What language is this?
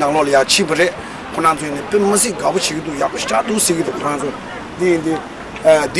Tibetan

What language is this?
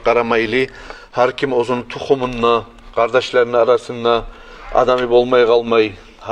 Kumyk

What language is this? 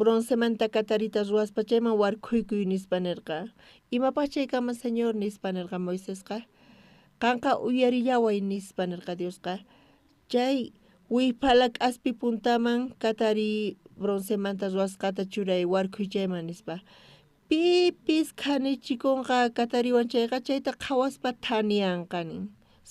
South Bolivian Quechua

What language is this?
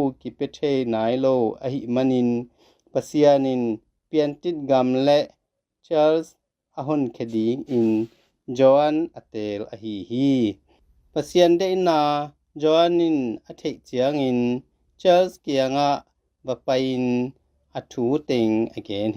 Tedim Chin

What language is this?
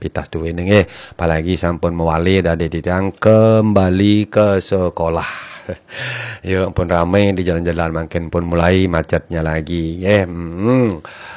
Balinese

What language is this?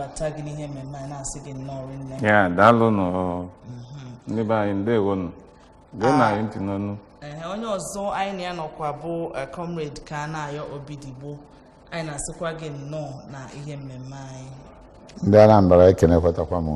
Igbo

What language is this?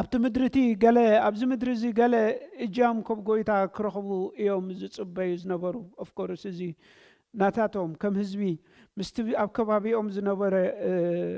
Tigrinya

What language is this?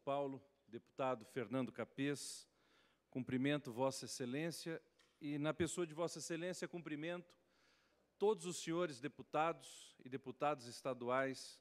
Portuguese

